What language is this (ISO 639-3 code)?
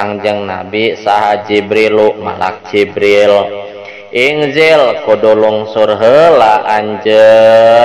sun